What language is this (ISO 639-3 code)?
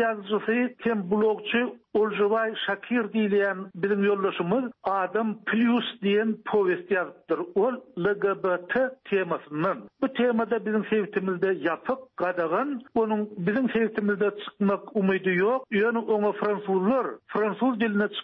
tuk